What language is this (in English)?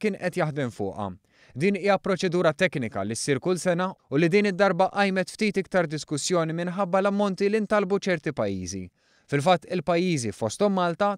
Maltese